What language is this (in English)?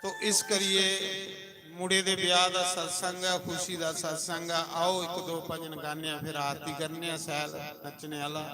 Dogri